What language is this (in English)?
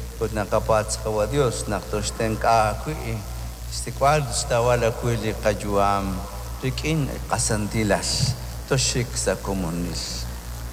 Kekchí